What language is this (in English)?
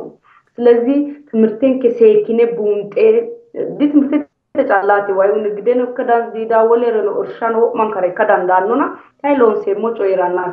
Sidamo